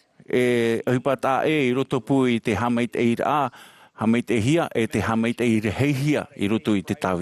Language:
Tahitian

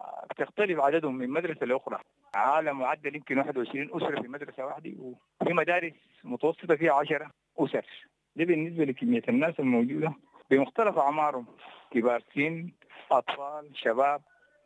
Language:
Sudanese Arabic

